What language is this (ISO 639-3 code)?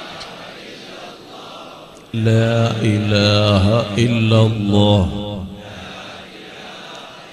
mal